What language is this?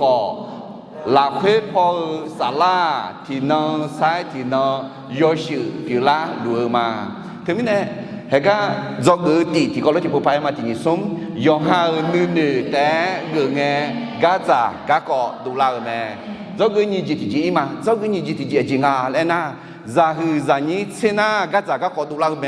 Akha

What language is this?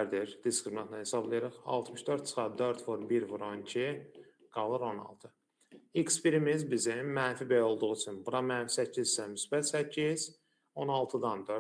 Azerbaijani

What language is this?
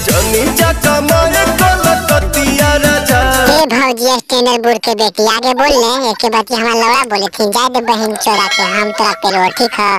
Magahi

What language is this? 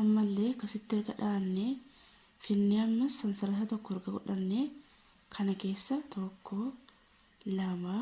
Oromo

